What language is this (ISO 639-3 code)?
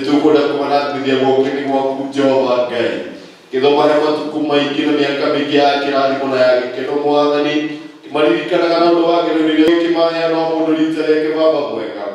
kik